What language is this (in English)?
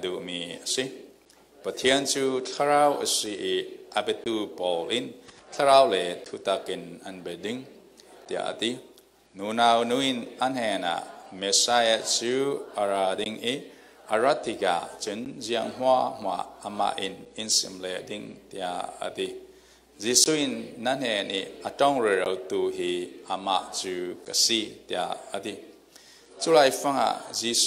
Falam Chin